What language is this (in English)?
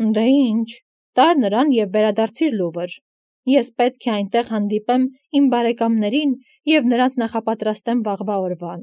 Armenian